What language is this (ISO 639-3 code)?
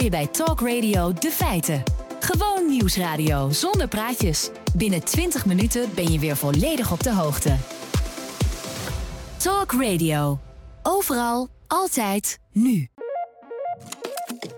nld